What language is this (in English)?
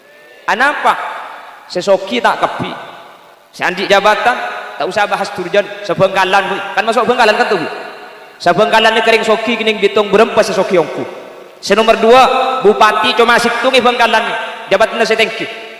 Madurese